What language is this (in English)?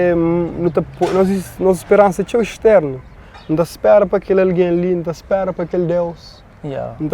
Kabuverdianu